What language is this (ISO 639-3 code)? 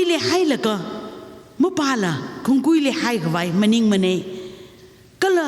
nmf